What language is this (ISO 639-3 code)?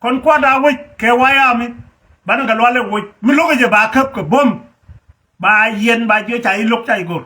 nus